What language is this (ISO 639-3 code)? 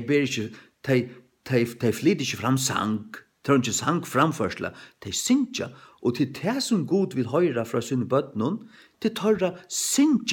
fao